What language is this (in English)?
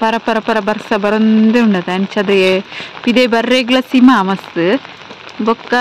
Tulu